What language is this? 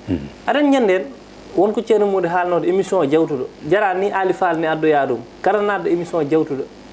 Fula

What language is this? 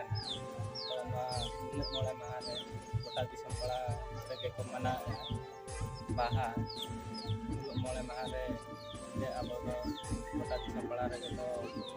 Santali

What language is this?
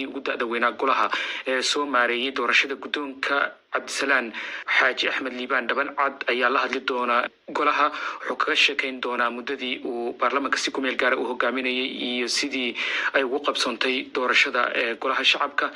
Somali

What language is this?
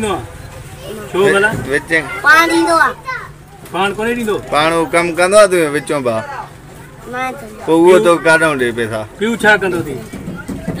Sindhi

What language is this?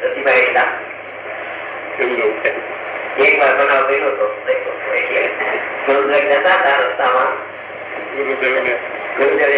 Gujarati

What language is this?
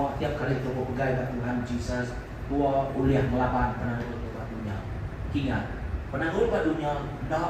Iban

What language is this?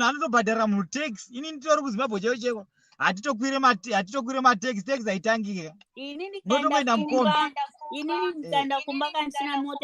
Shona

